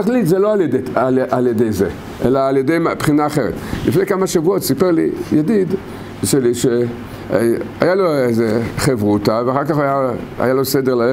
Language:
Hebrew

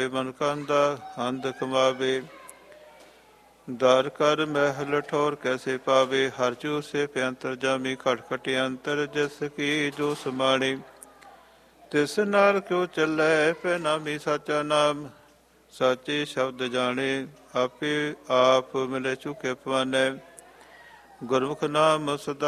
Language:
Punjabi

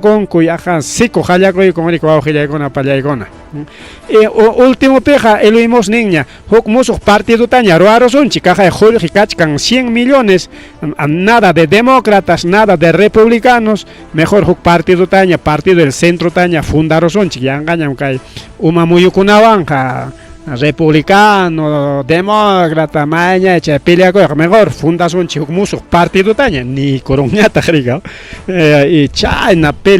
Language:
Ayacucho Quechua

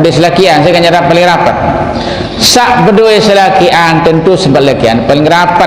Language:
Sasak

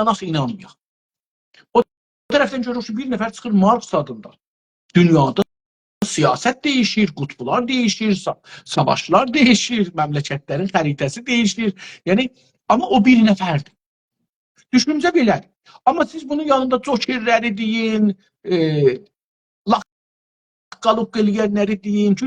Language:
South Azerbaijani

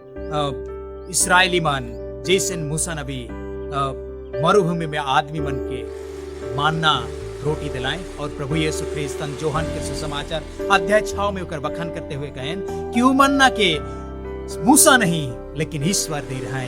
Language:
Sadri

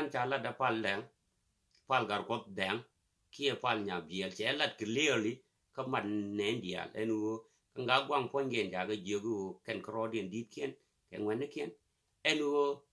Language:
Nuer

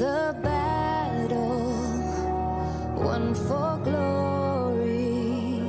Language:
Kara-Kalpak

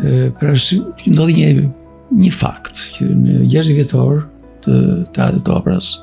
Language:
Albanian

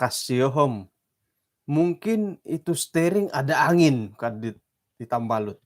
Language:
Central Dusun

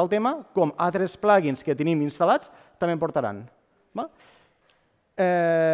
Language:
Catalan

